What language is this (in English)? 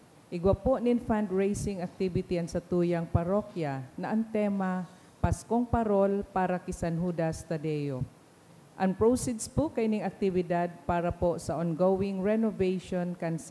Bikol